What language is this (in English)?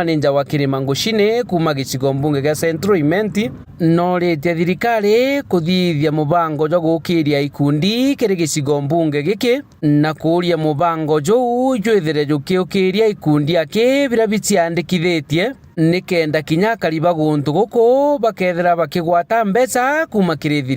Meru